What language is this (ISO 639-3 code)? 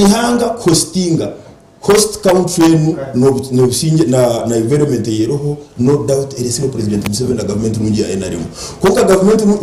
nyn